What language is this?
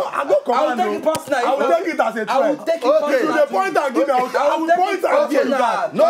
Nigerian Pidgin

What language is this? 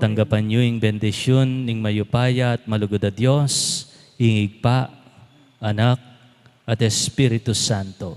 Pampanga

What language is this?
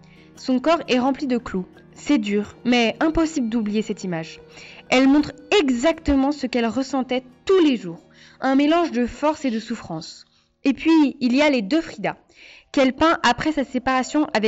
French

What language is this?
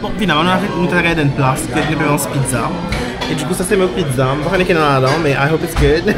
Morisyen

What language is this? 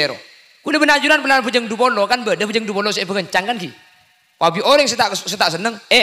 Madurese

